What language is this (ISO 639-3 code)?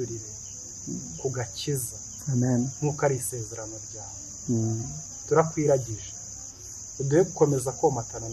kin